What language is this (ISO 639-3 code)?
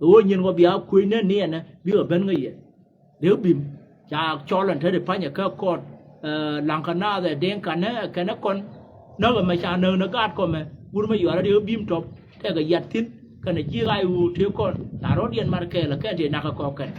nus